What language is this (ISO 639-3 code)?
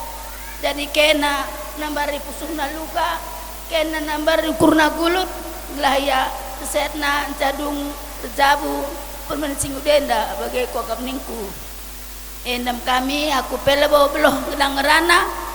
btx